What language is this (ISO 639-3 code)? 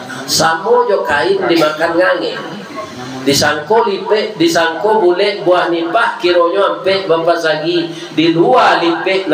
min